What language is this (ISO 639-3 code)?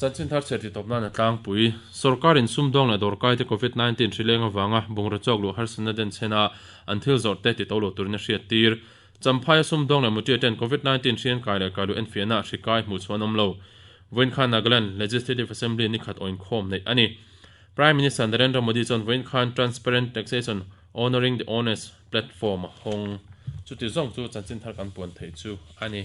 lus